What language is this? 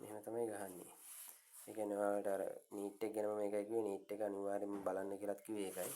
Sinhala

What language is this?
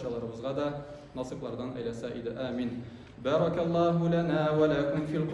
Tatar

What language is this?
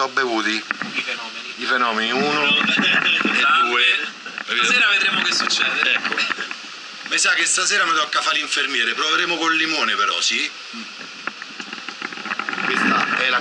Italian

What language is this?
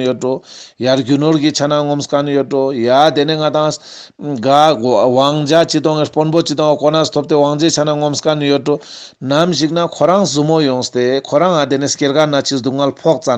Ladakhi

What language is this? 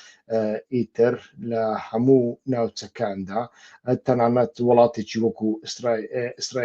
Central Kurdish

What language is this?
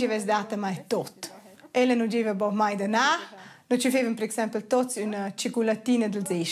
Romansh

